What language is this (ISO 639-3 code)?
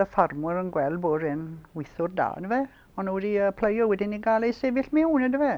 cym